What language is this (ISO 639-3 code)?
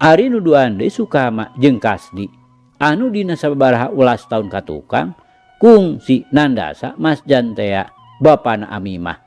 sun